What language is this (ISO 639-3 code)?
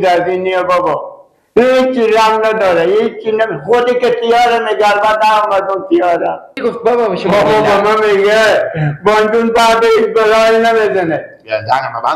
fas